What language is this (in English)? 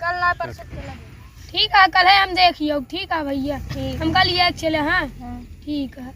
Awadhi